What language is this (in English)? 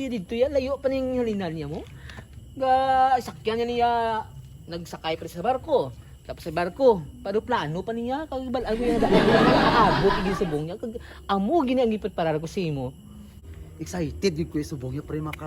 Hiligaynon